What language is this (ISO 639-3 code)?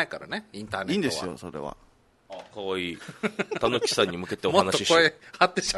jpn